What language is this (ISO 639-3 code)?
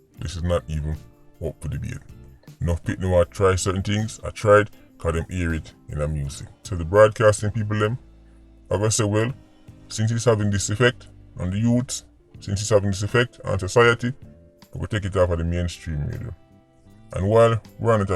jam